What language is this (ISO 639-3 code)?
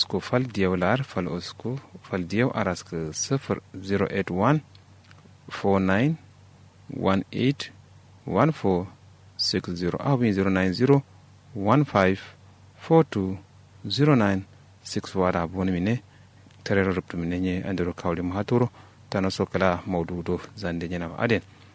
kau